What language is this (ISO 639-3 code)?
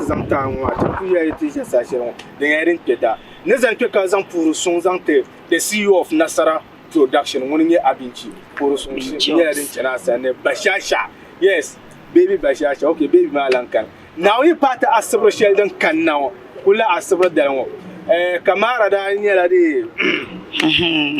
dag